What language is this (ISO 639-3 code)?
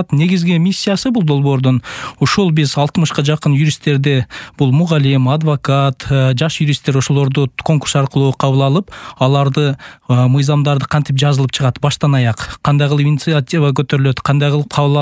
kir